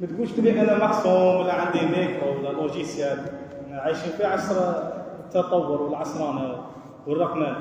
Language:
Algerian Arabic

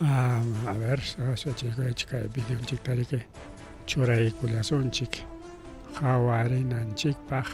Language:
Ayacucho Quechua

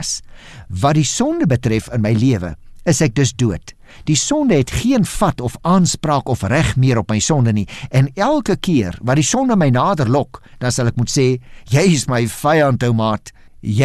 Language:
Afrikaans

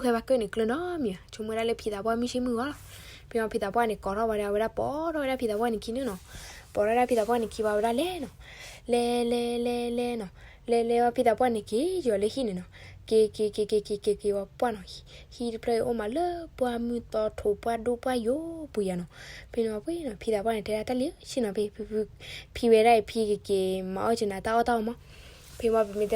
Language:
S'gaw Karen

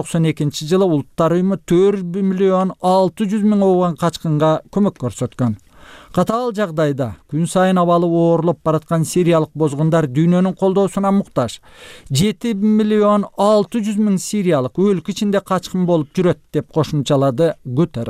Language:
Kyrgyz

